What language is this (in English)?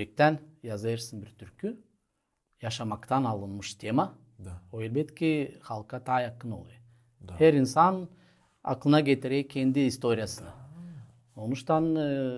Gagauz